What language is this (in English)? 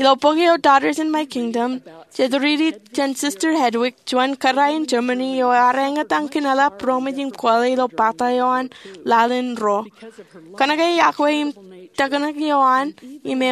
Marshallese